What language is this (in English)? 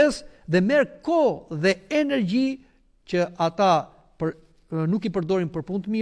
Albanian